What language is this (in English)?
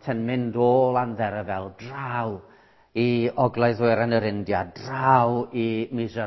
Welsh